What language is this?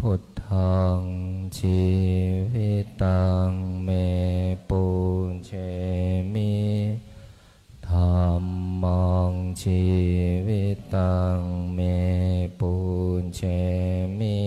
Pali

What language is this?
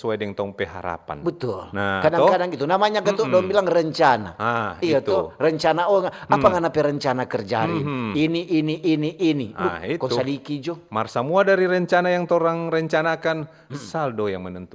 Manado Malay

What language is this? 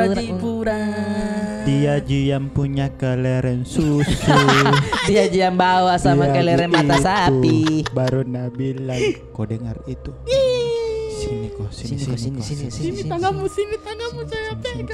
Makassar Malay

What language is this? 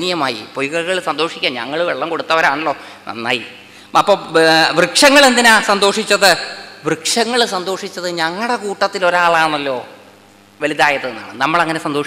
Malayalam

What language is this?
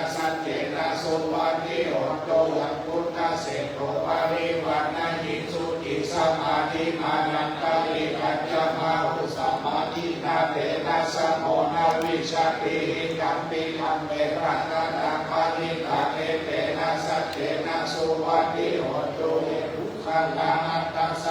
Pali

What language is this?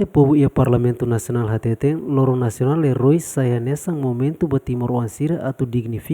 Tetum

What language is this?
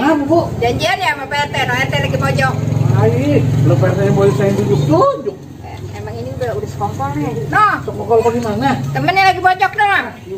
Betawi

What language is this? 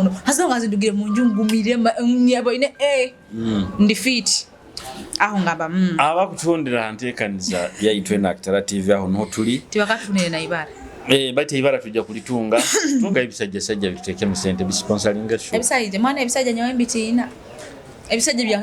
Nyoro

